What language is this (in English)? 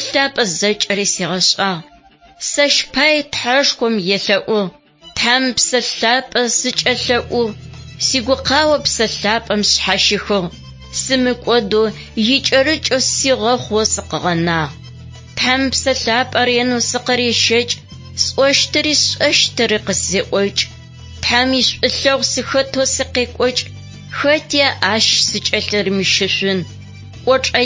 Adyghe